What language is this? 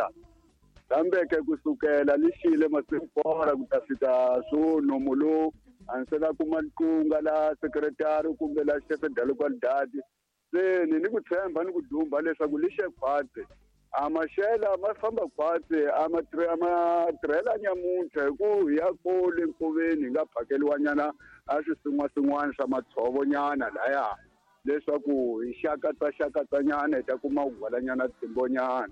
Tsonga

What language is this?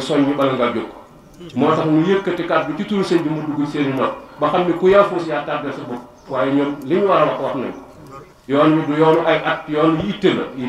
Wolof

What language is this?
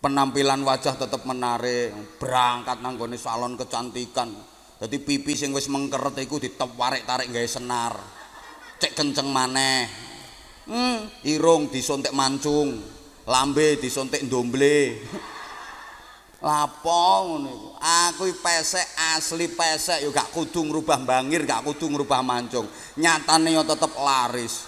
Javanese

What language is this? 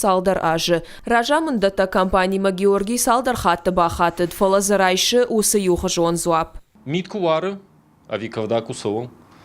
Ossetic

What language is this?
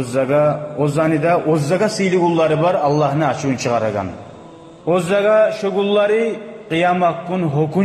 Kumyk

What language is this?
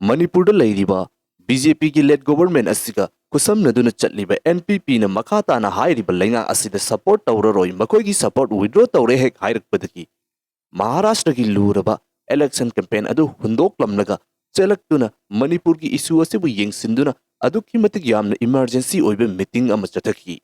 Manipuri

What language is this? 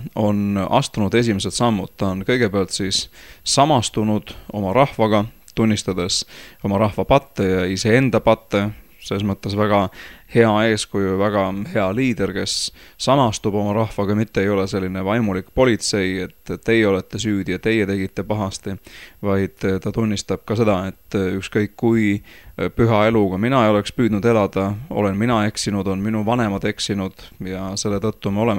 Estonian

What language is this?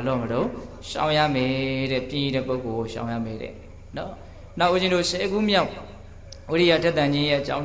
Burmese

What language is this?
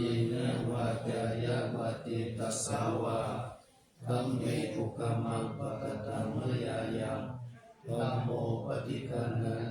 Pali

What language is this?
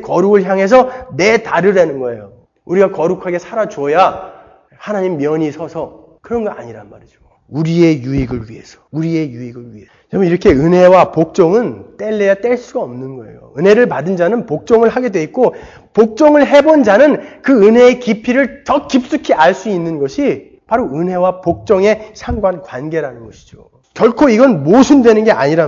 Korean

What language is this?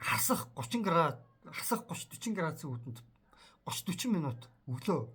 Mongolian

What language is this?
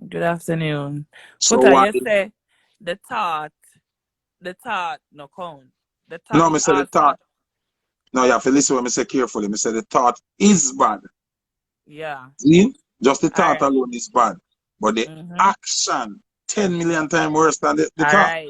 Jamaican Creole English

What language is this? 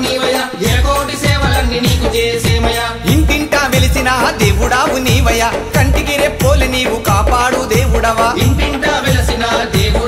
Telugu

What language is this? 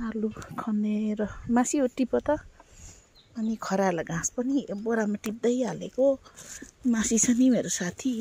Nepali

